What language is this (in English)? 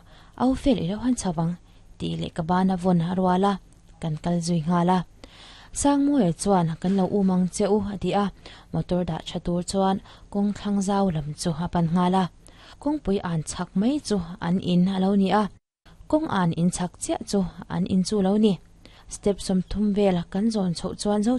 Mizo